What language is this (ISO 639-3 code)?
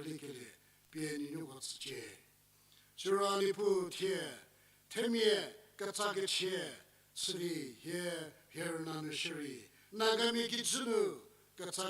njm